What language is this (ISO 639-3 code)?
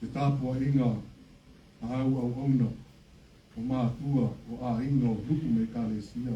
smo